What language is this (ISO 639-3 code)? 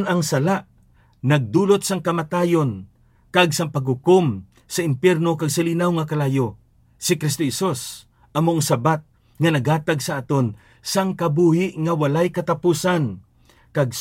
hil